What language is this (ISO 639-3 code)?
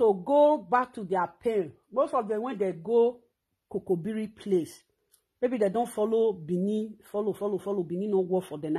pcm